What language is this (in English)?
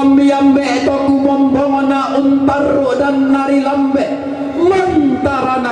Toraja-Sa'dan